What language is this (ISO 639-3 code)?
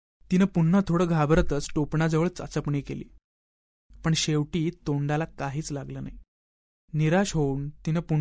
mar